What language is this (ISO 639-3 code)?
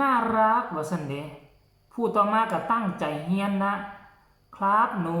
tts